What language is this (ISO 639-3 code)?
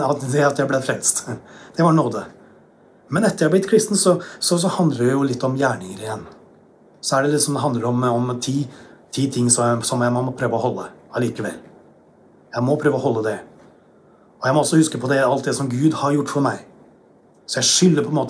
nor